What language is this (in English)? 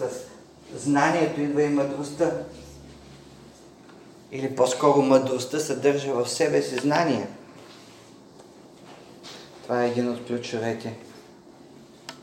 Bulgarian